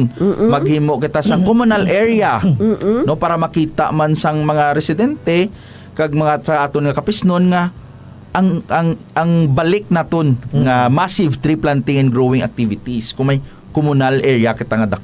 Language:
Hiligaynon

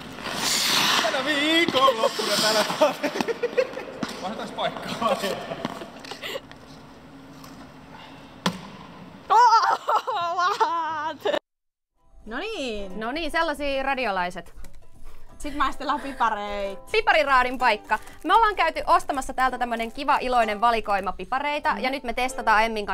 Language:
Finnish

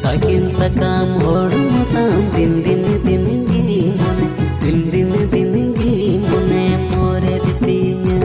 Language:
Santali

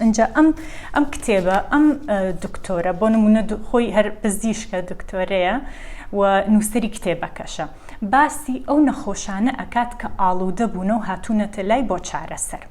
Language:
Central Kurdish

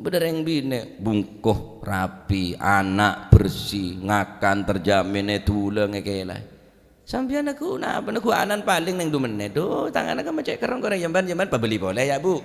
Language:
Madurese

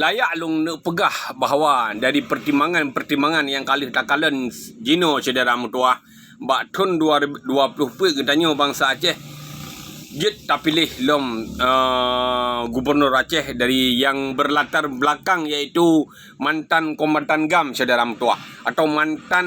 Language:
Achinese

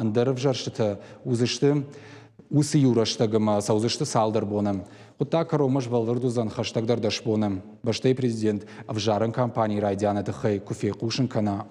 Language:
Ossetic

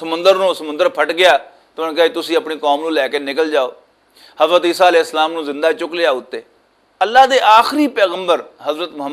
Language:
Western Panjabi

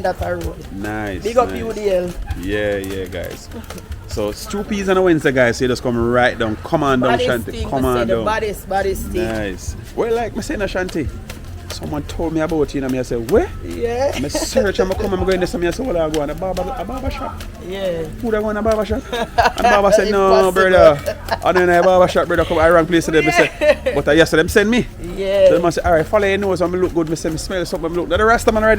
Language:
Jamaican Creole English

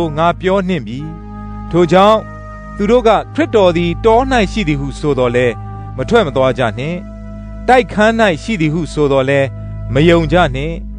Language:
Burmese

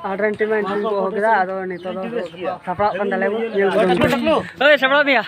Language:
Santali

